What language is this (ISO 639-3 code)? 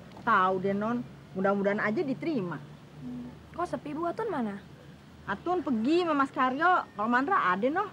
bew